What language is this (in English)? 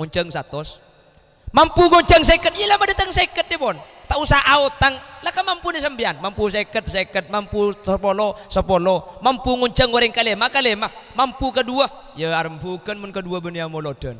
Madurese